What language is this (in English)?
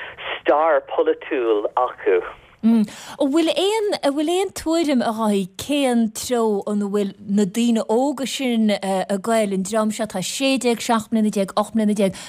Irish